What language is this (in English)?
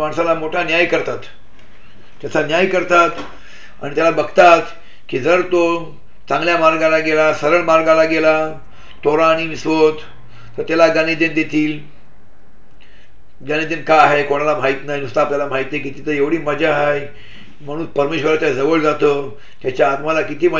Marathi